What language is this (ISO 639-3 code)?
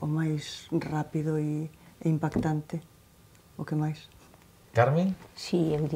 glg